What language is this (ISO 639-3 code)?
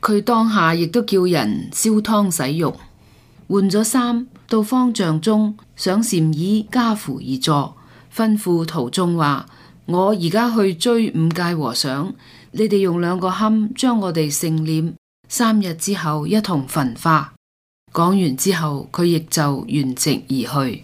yue